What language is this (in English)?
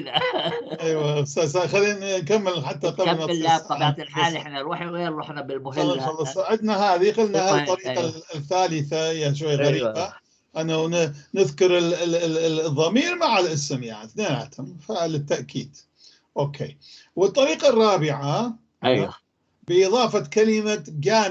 North Levantine Arabic